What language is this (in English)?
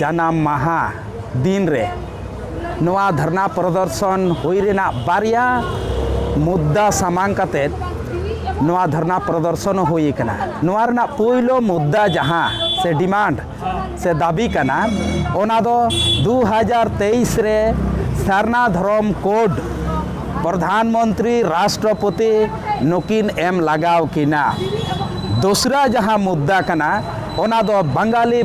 Santali